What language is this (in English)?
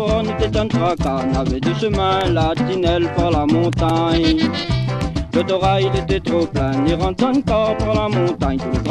French